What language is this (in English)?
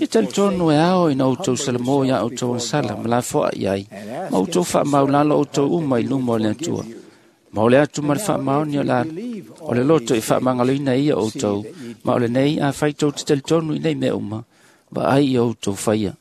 Samoan